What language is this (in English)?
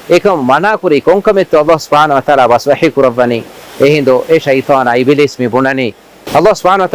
Divehi